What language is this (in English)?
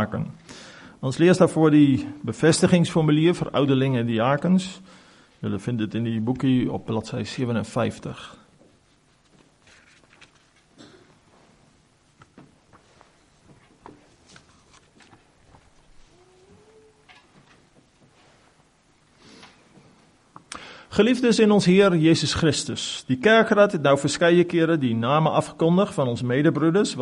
Afrikaans